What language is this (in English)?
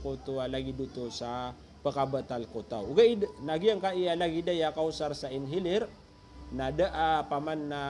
Maranao